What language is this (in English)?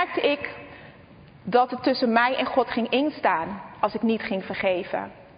Dutch